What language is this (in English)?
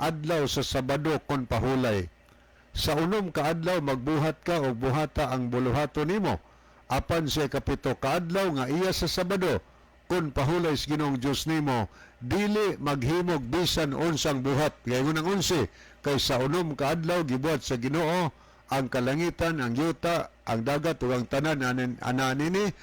Cebuano